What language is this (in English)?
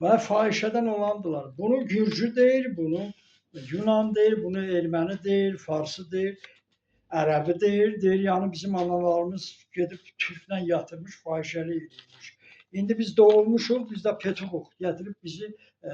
Azerbaijani